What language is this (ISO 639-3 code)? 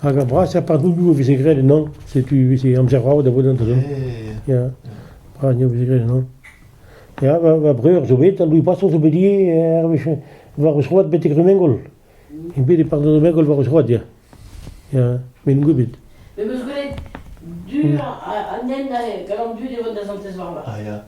bre